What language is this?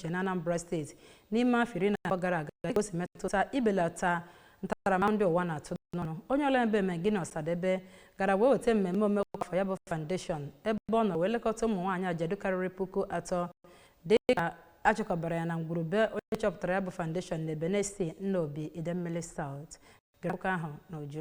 Igbo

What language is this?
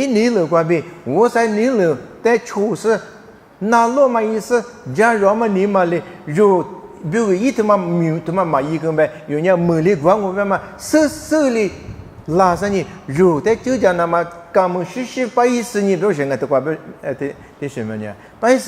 Lisu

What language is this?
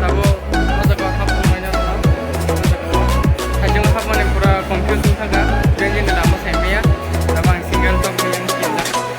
Kok Borok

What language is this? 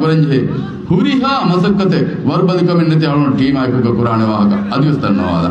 Divehi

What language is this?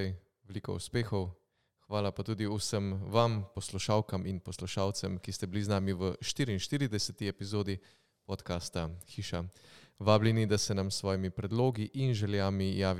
Slovenian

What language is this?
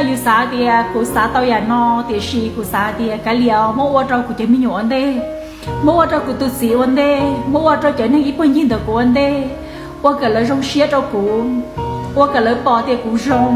Hmong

